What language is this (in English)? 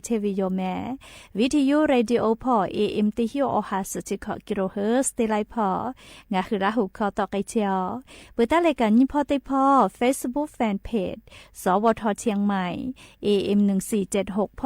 Lahu